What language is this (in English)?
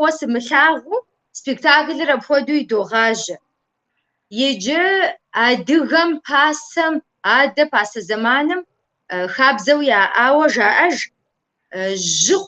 Kabardian